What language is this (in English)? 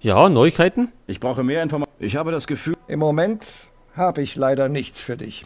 Bavarian